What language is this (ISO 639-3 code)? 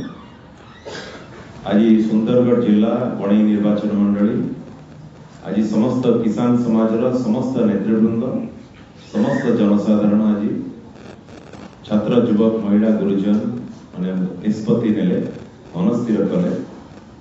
ori